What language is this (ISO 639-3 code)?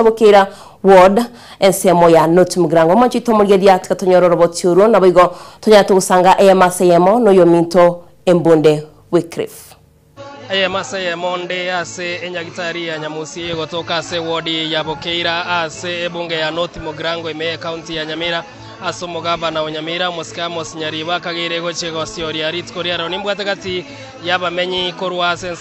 guz